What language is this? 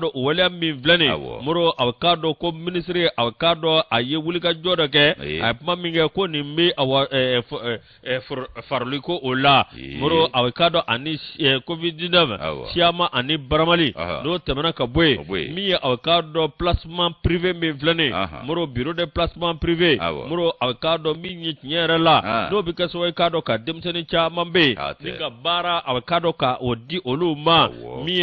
Bambara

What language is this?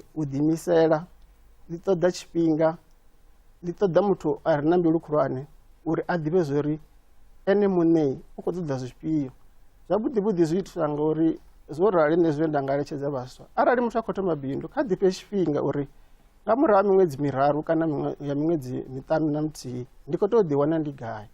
Venda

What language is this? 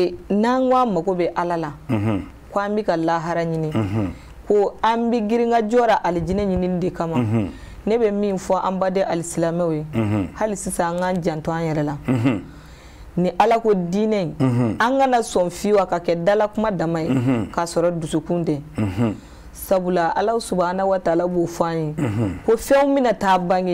Bambara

